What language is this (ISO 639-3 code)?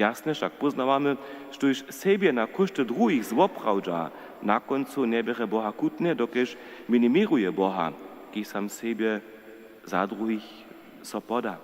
hsb